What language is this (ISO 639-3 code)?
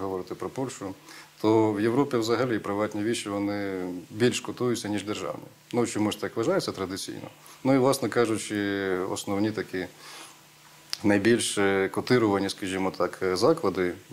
ukr